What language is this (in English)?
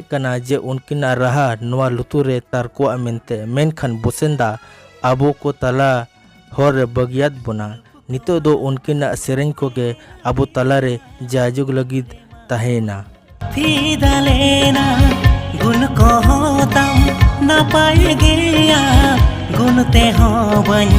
Santali